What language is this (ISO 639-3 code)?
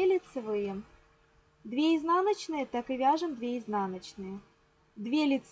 rus